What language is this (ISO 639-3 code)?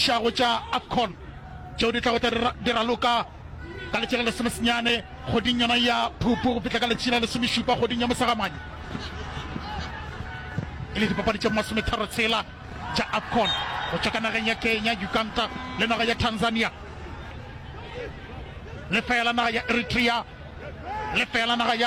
nso